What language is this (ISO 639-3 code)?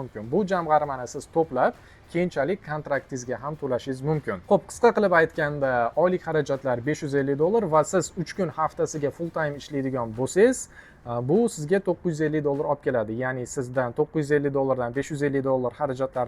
uzb